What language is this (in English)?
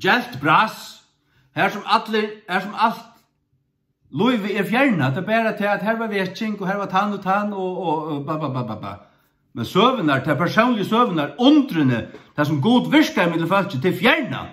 Faroese